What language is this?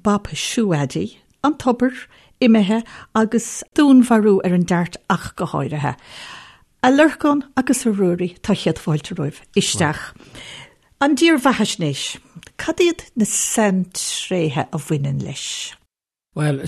Irish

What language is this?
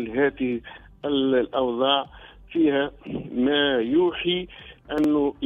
Tunisian Arabic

